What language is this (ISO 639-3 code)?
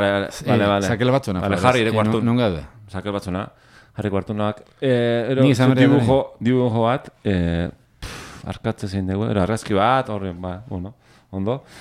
eus